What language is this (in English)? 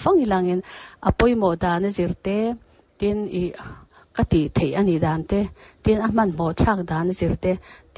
Mizo